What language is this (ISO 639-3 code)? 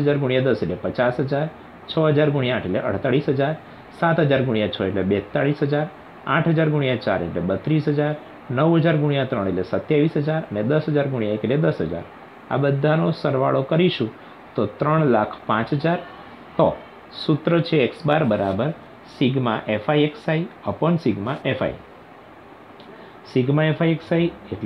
guj